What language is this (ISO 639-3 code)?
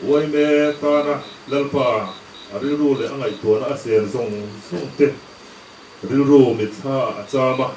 lus